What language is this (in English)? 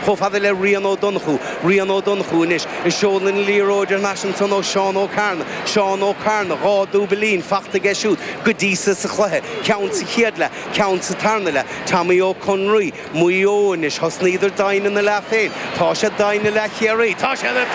Irish